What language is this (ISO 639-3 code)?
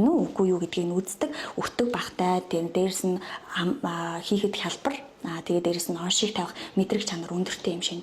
mon